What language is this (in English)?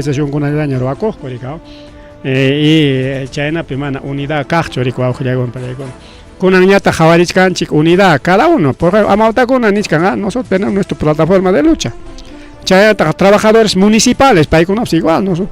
Ayacucho Quechua